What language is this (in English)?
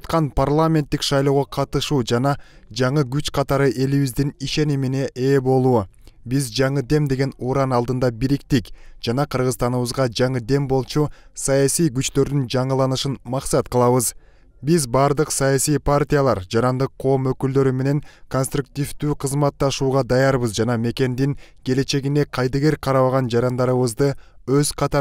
Kyrgyz